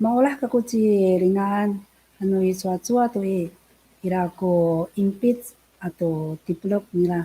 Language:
Amis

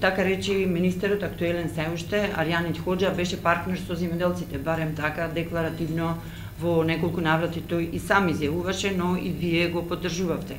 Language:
Macedonian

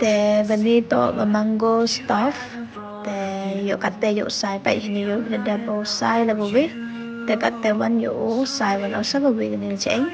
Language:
Khasi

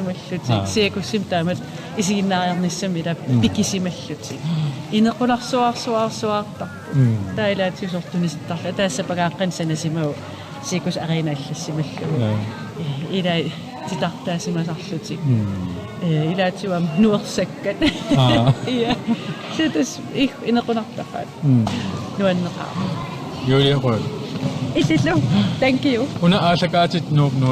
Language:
Kalaallisut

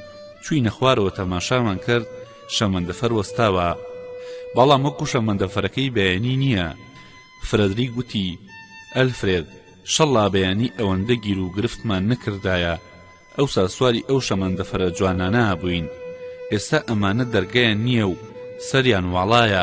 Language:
Central Kurdish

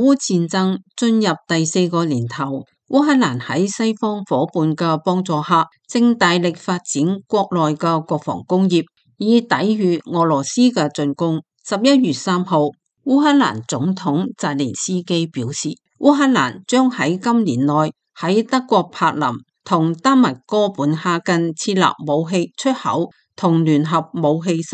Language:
Cantonese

